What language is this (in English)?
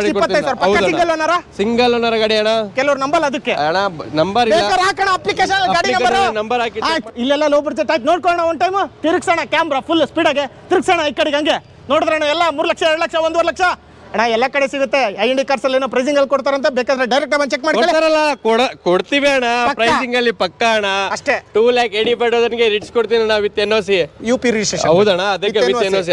Kannada